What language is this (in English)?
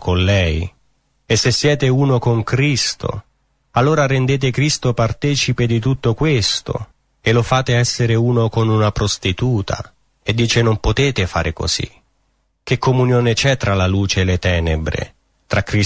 Italian